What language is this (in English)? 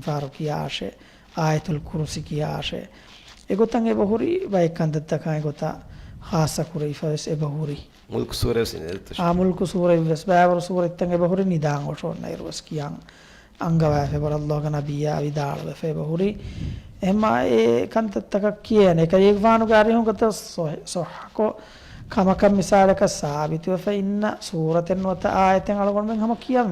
Divehi